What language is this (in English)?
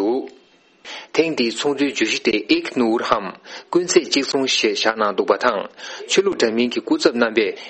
Tibetan